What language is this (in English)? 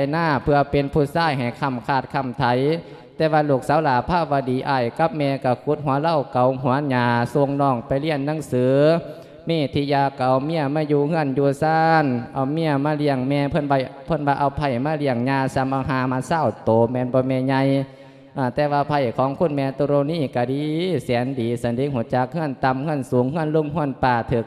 Lao